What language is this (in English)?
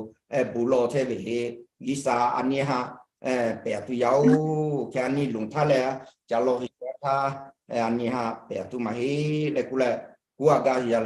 Lahu